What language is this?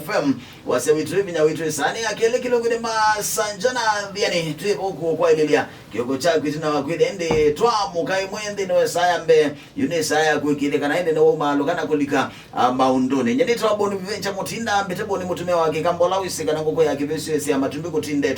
Kamba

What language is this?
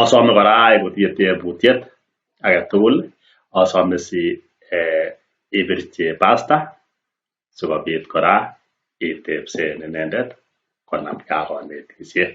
Kalenjin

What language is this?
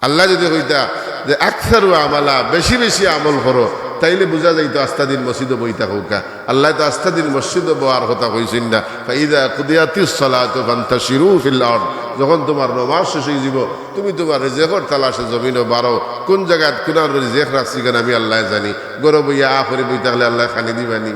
Sylheti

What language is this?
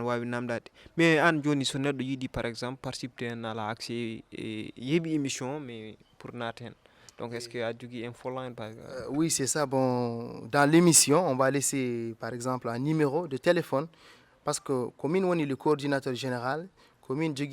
Fula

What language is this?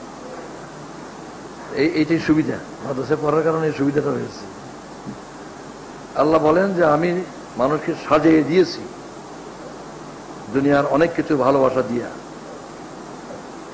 Bangla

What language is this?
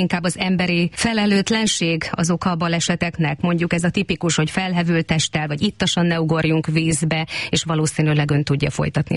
Hungarian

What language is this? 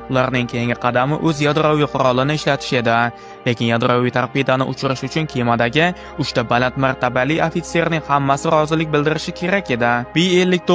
Uzbek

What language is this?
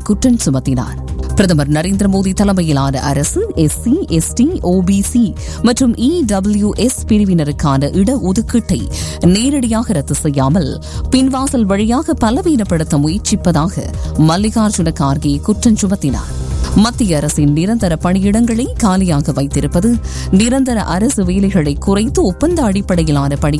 Tamil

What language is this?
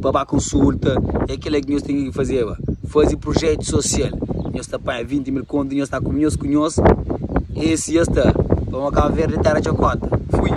Kabuverdianu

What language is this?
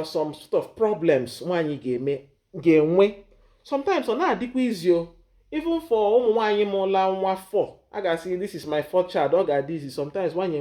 Igbo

